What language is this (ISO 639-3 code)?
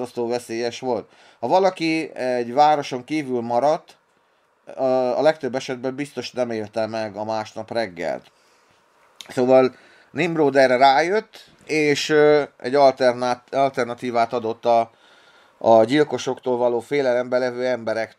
hun